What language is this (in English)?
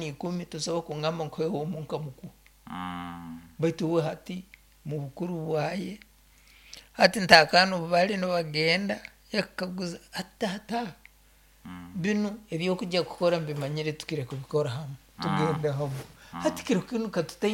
Nyoro